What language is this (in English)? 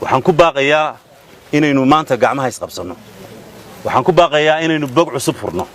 Somali